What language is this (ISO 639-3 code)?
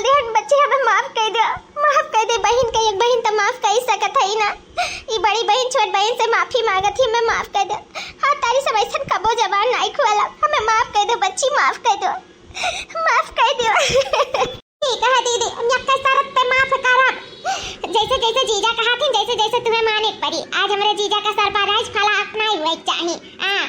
awa